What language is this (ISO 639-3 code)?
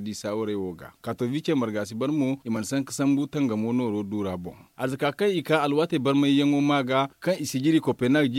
dje